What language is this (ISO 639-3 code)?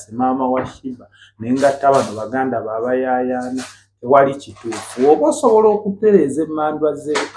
lug